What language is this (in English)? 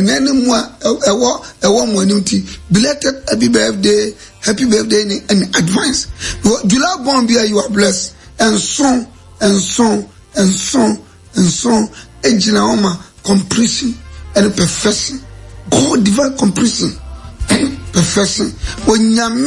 Akan